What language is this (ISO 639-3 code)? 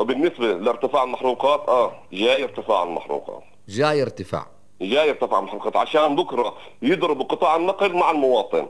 apc